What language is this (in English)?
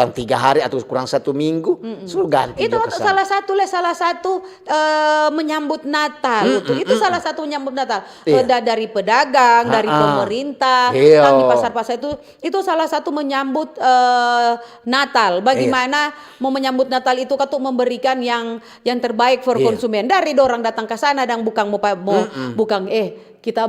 Manado Malay